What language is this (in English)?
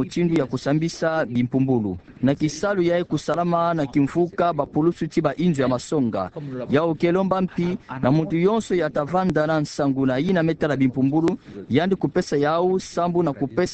Kituba (Democratic Republic of Congo)